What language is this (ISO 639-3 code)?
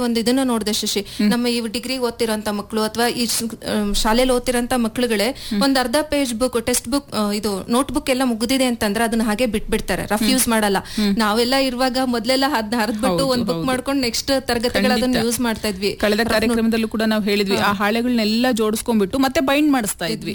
kan